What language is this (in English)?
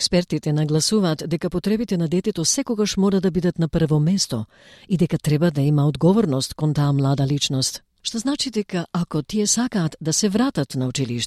Macedonian